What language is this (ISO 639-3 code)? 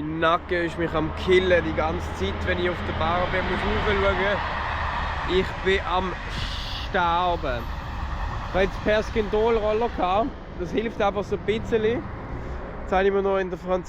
gsw